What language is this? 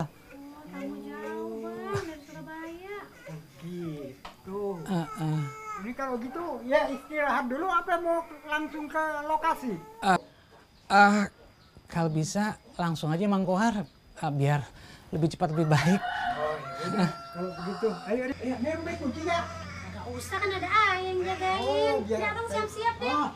Betawi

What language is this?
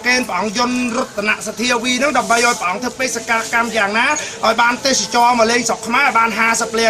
Khmer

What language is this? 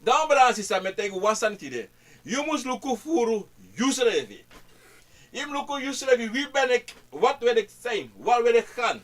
Sranan Tongo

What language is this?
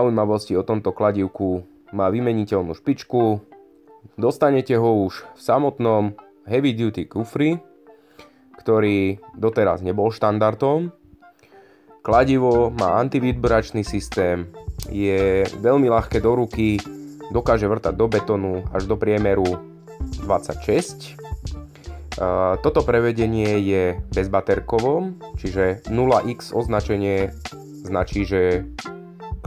Slovak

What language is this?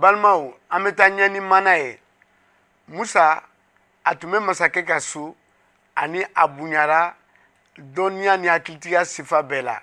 Bambara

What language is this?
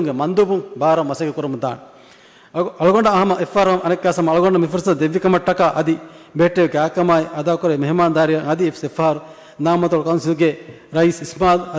Divehi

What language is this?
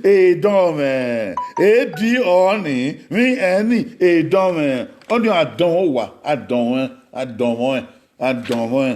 Bini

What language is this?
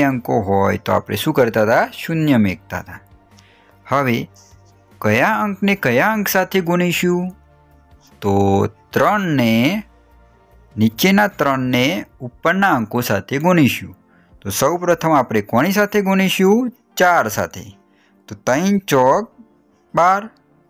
Gujarati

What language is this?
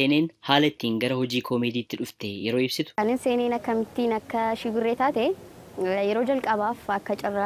Oromo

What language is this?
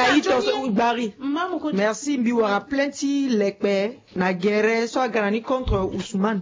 Sango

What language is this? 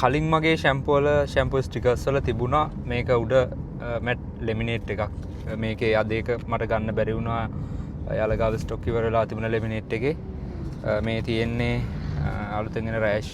Sinhala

